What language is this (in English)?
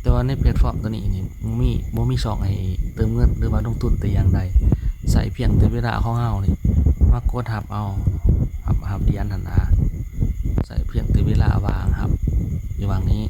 Lao